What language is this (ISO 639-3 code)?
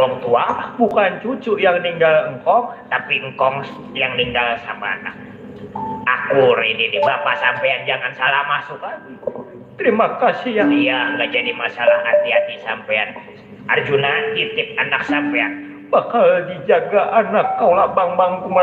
bew